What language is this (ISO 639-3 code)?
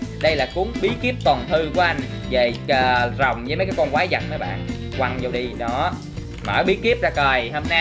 vie